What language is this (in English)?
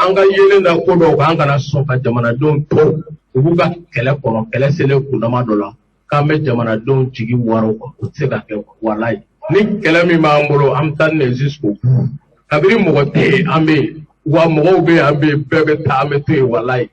Bambara